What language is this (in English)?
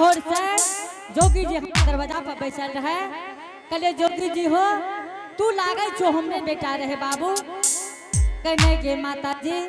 Angika